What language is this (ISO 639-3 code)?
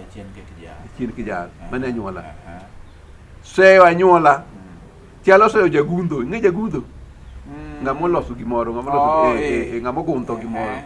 luo